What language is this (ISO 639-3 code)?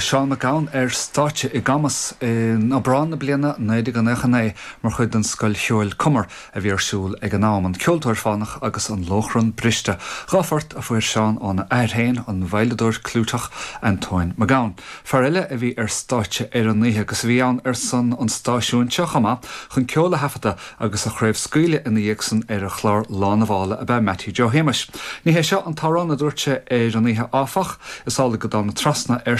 gle